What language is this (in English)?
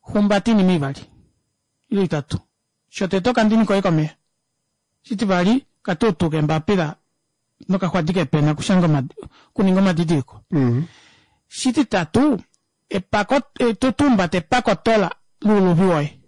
Kuanyama